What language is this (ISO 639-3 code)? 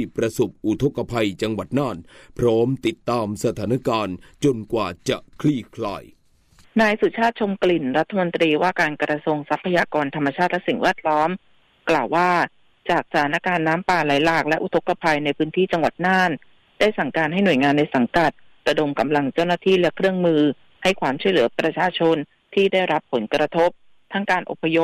tha